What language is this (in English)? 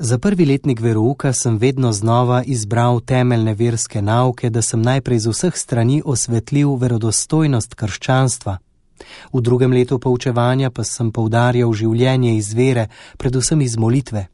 Slovenian